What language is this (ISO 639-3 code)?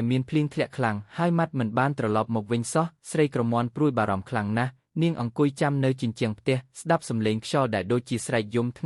khm